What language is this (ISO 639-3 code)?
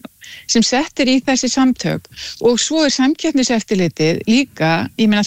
isl